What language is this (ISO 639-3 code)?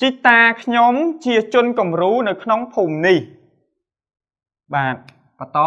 khm